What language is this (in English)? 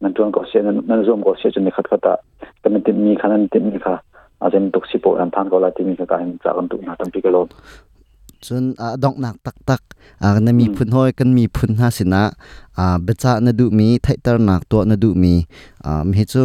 Hakha Chin